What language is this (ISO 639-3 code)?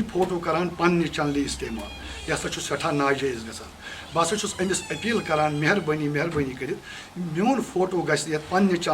kas